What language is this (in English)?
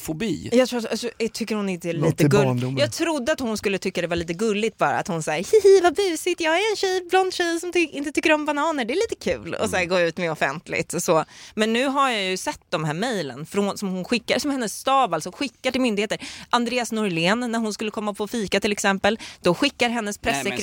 Swedish